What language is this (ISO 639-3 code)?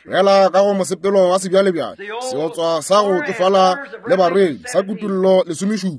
nso